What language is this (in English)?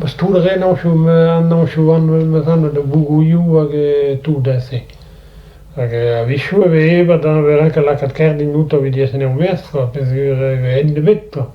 Breton